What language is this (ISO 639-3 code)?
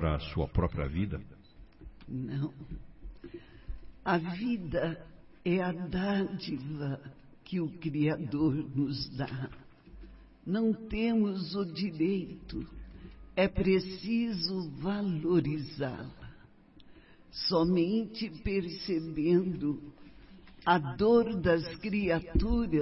por